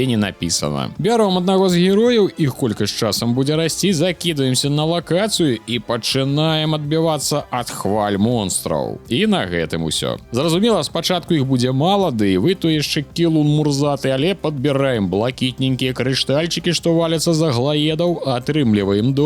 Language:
Belarusian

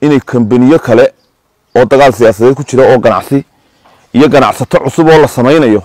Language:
Somali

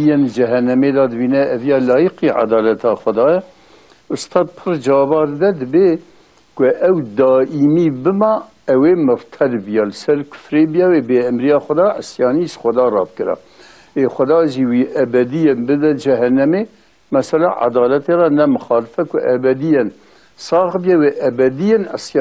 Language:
Kurdish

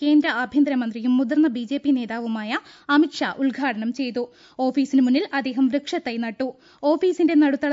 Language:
Malayalam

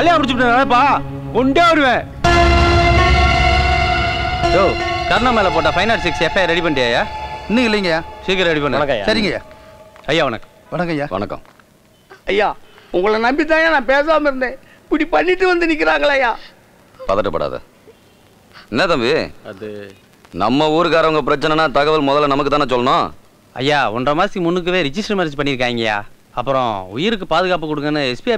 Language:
Tamil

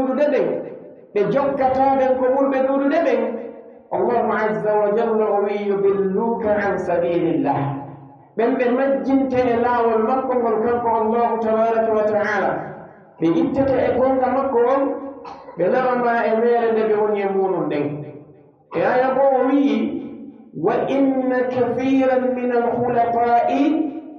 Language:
Pular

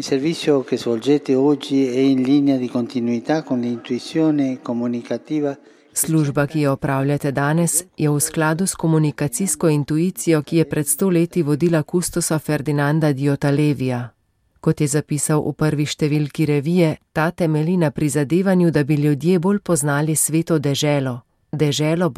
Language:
Slovenian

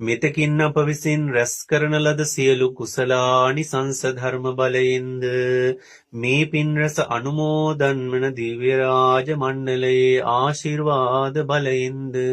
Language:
Sinhala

